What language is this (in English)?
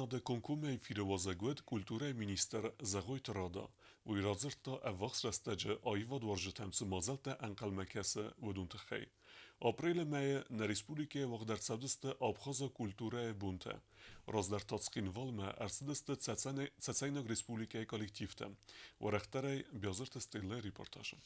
Ossetic